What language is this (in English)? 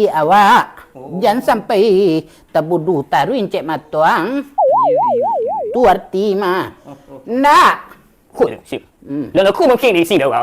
Minangkabau